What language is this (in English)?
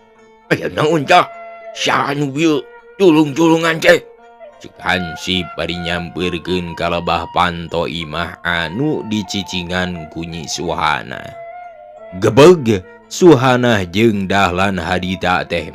Sundanese